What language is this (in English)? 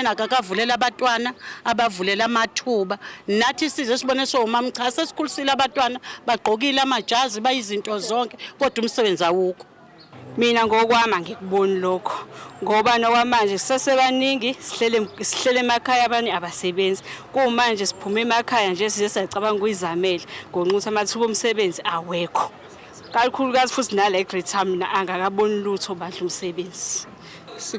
Zulu